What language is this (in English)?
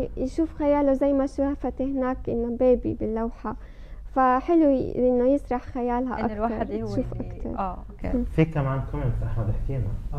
North Levantine Arabic